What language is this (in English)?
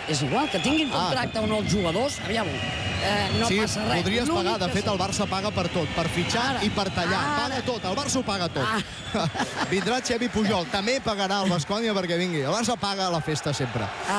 Catalan